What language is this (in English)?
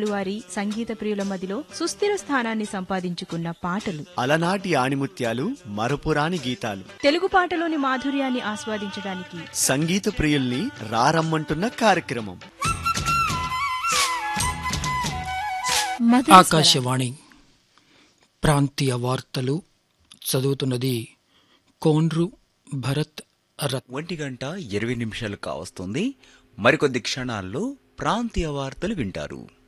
Telugu